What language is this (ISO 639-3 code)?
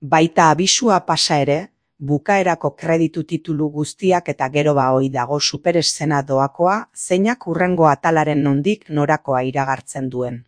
eus